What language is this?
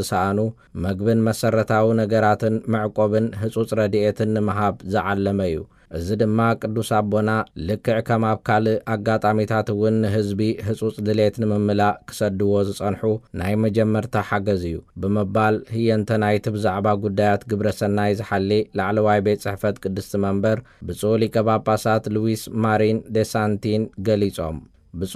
Tigrinya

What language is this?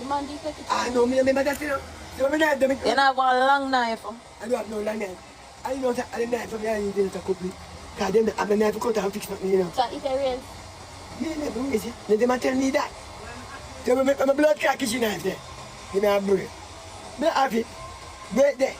Jamaican Creole English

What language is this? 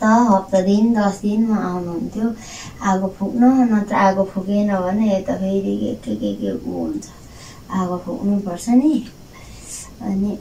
Nepali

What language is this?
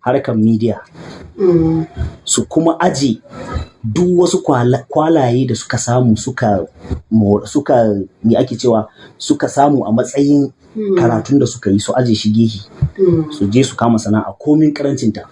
Hausa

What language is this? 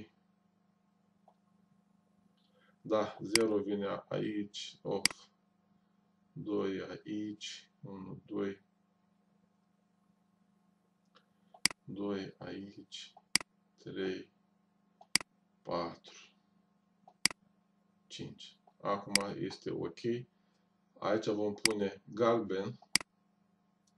Romanian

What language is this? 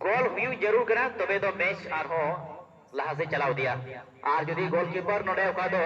Santali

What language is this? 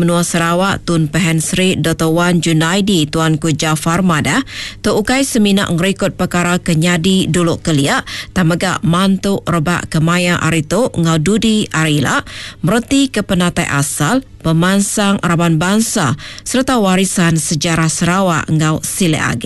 Iban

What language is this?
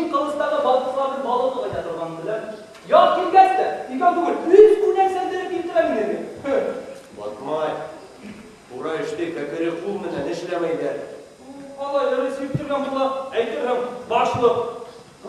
Bashkir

